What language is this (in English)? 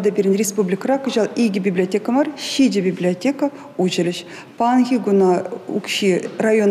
Chuvash